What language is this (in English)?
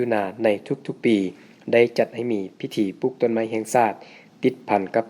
Lao